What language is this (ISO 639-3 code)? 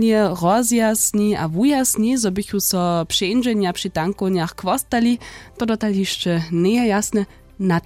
hsb